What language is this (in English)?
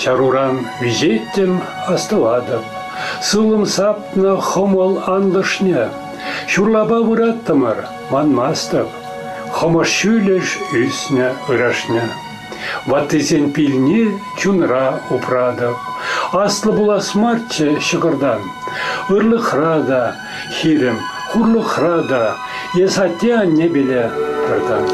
Chuvash